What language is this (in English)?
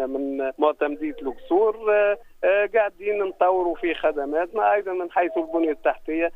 Tunisian Arabic